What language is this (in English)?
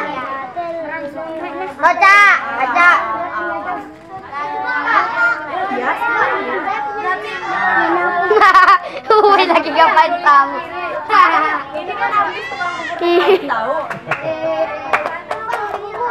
Indonesian